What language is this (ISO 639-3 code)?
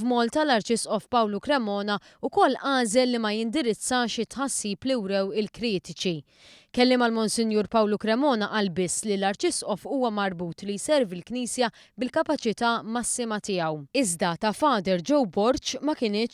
mlt